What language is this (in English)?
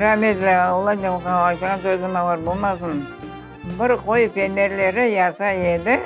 Crimean Tatar